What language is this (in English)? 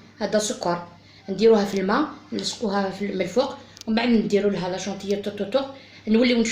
Algerian Arabic